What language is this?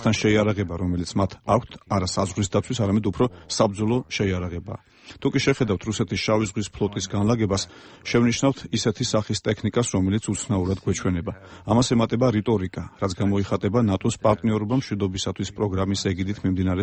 Georgian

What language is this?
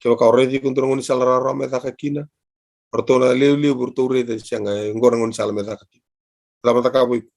Fijian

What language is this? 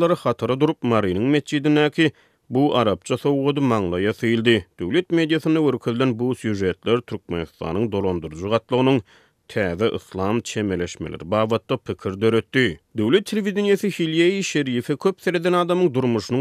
Turkmen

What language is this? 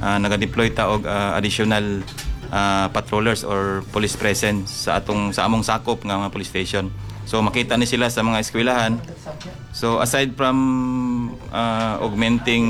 Cebuano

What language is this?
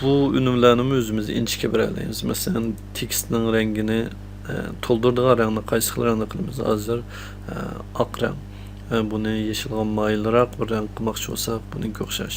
Uyghur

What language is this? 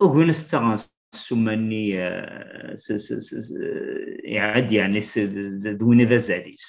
Kabyle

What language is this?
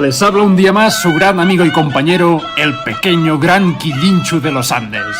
Ayacucho Quechua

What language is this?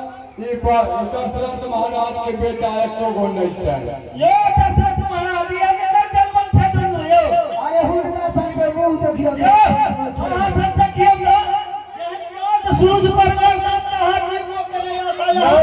Maithili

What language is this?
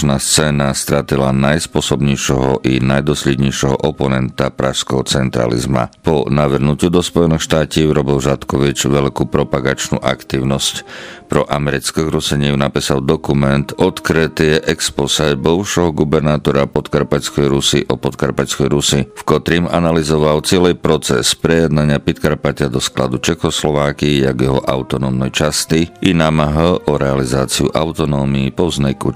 Rusyn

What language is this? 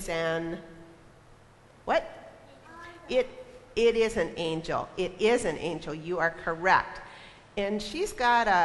English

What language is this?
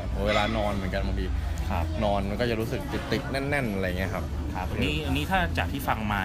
Thai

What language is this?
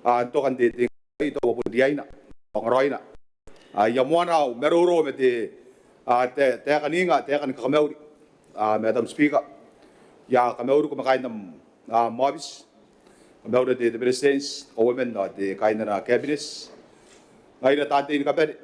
Gilbertese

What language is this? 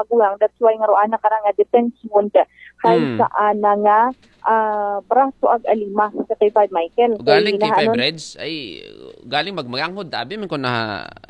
Aklanon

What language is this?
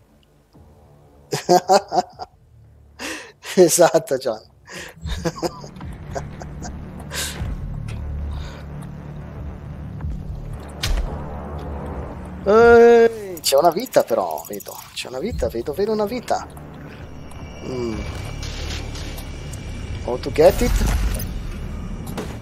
Italian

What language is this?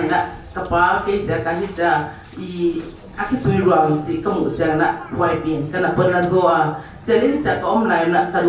Paite Chin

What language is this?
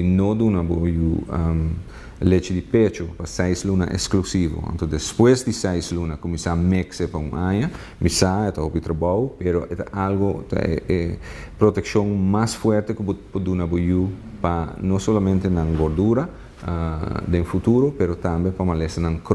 Papiamento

